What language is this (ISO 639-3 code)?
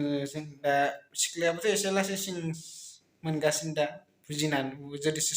brx